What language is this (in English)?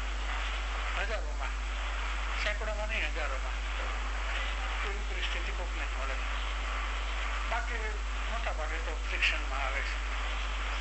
Gujarati